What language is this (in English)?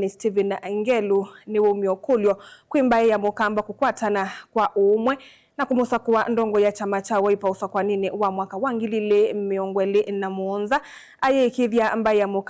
Kamba